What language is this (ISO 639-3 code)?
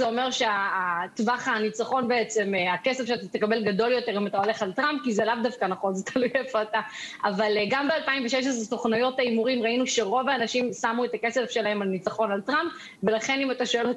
heb